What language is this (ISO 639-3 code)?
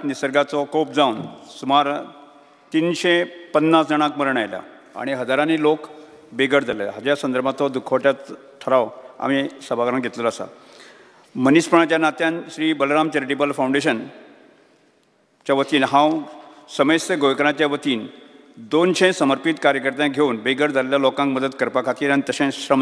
kok